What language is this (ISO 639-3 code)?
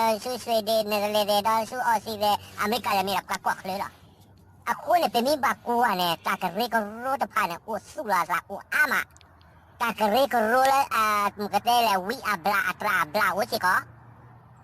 ksw